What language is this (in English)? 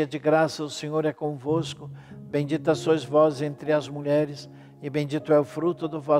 Portuguese